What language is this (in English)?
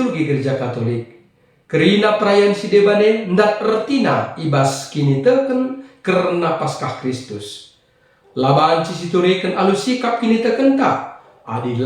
Batak Karo